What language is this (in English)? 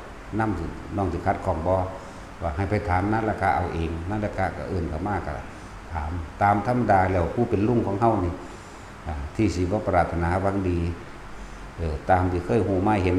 Northeastern Thai